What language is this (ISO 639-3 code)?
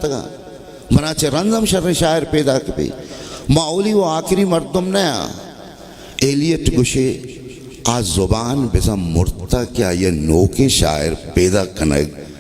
bal